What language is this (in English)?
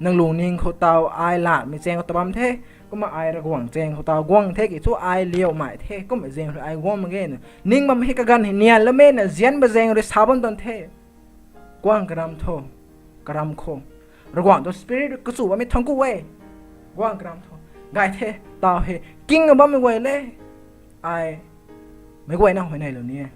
Rongmei Naga